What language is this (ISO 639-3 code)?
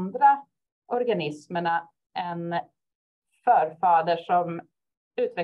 swe